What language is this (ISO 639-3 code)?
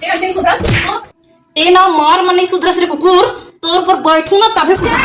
hne